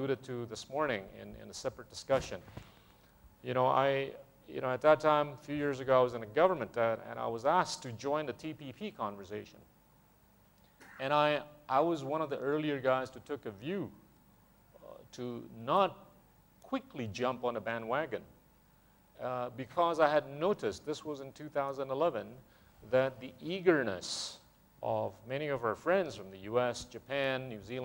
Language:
English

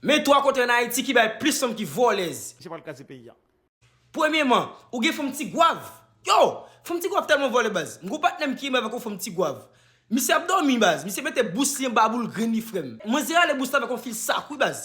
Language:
Haitian Creole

